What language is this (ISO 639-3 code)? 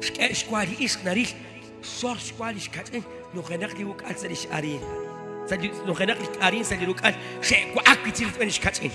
kek